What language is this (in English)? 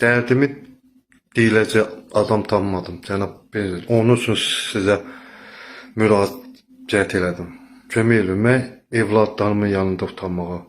Azerbaijani